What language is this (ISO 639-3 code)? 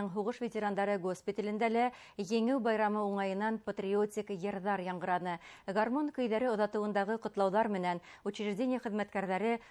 bak